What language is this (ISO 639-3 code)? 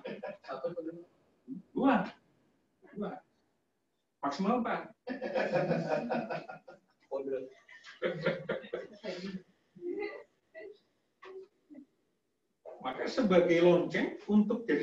ind